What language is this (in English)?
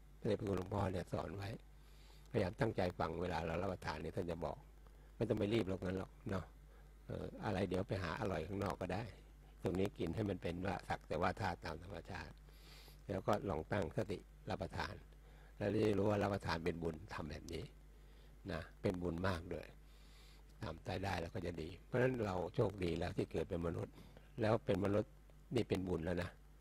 Thai